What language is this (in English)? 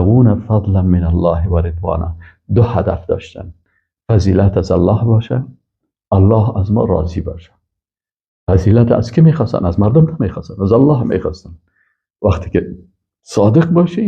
Persian